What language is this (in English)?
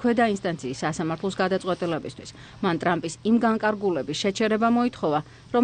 Georgian